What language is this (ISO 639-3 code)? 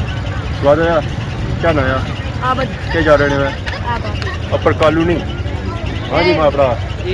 phr